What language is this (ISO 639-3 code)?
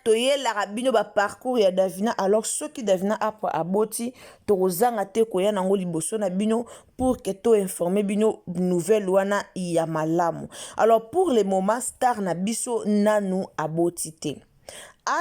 lin